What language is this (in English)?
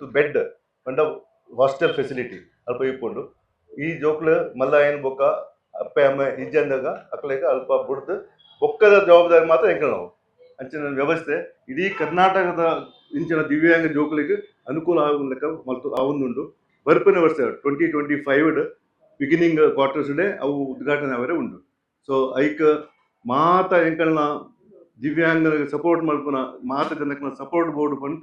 Tulu